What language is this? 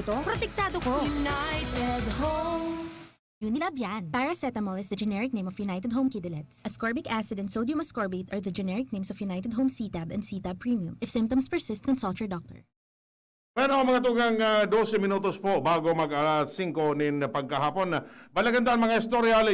Bikol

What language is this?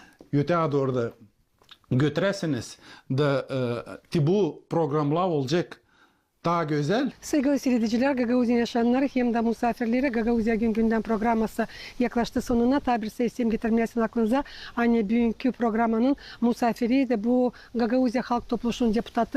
Gagauz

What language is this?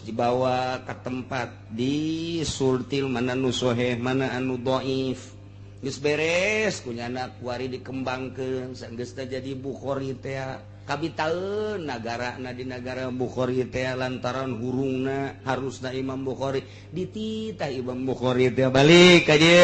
Sundanese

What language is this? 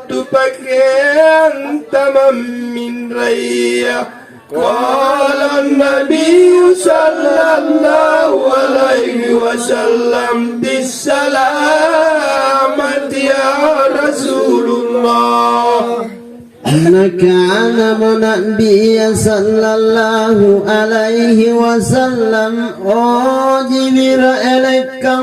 Makasar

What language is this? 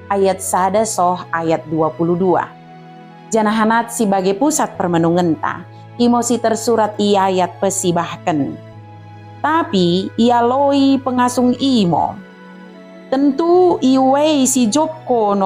Batak Dairi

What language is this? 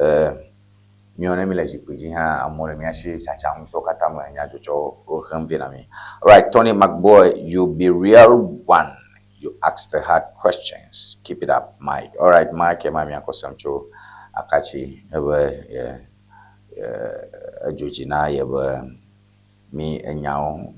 Ewe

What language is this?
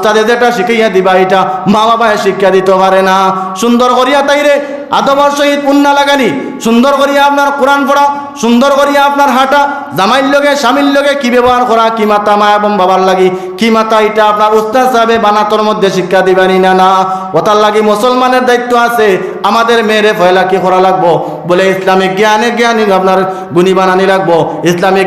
Sylheti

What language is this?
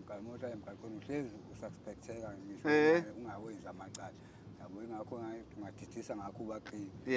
Zulu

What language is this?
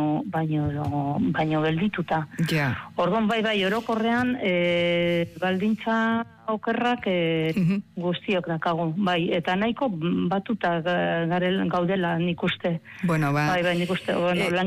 Basque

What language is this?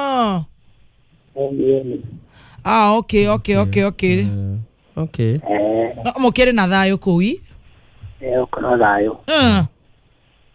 Kikuyu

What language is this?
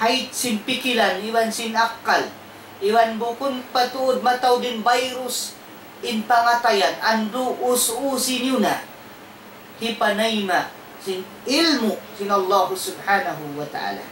Tausug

